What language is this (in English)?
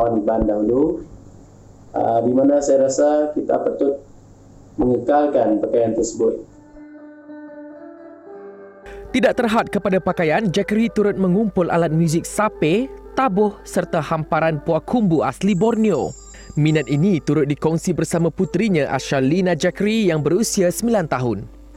Malay